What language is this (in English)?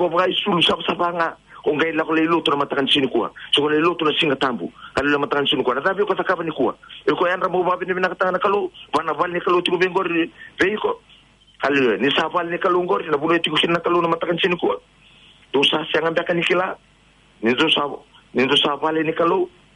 Fijian